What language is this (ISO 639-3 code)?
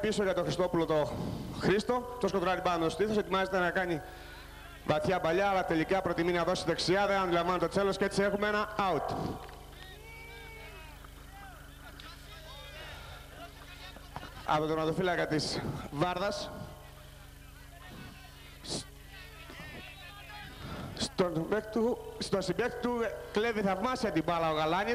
ell